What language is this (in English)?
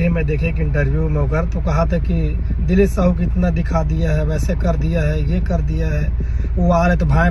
Chhattisgarhi